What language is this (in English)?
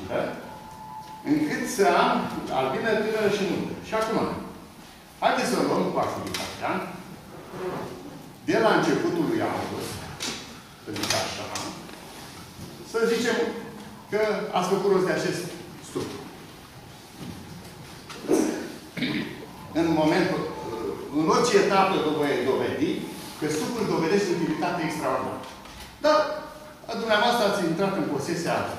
Romanian